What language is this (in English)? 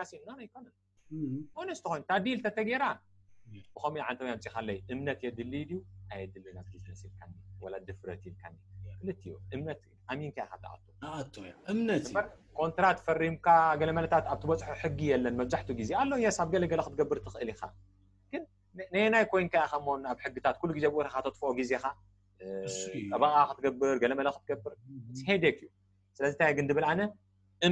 Tigrinya